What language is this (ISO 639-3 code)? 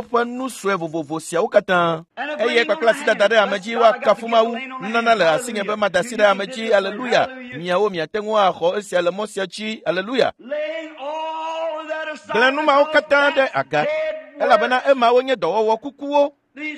ewe